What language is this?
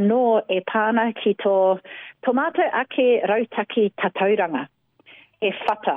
Māori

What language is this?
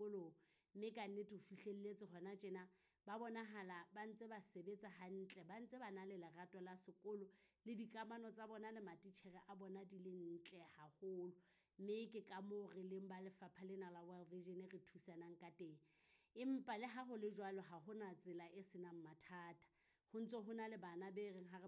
Southern Sotho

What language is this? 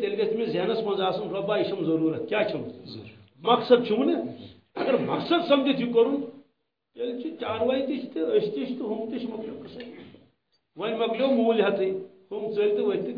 Kashmiri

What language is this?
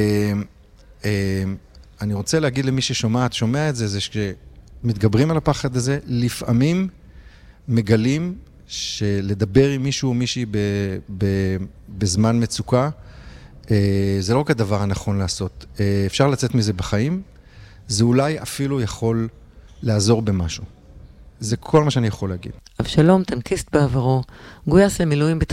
Hebrew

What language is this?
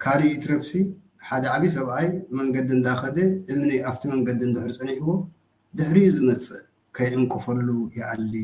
Tigrinya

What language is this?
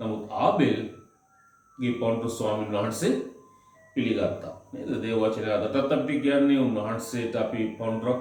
Sinhala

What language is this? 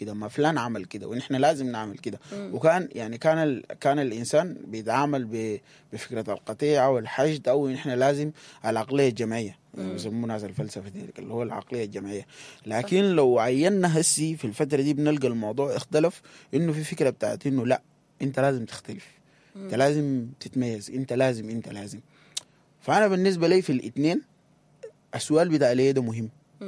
Sudanese Arabic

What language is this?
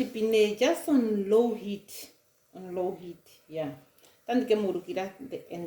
Ndonga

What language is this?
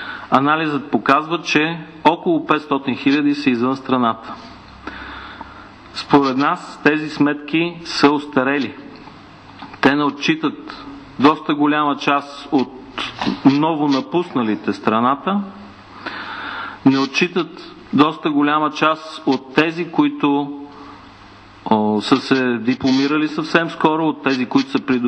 Bulgarian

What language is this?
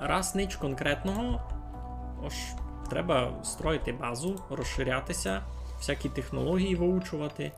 Rusyn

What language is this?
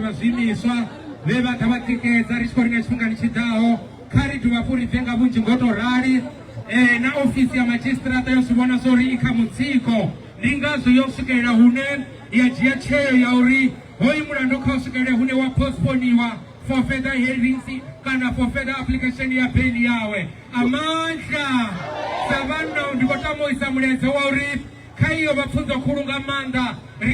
Venda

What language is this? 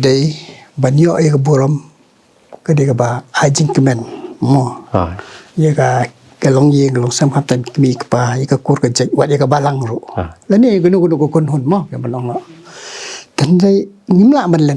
Khasi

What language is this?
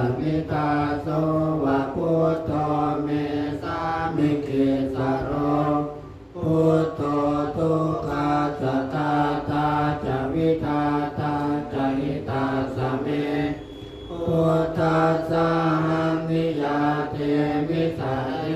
Pali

